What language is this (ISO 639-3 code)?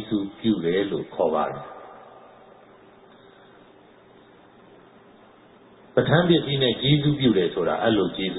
mya